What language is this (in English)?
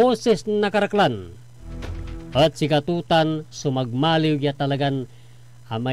Pangasinan